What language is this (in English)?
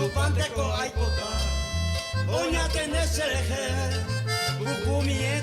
Guarani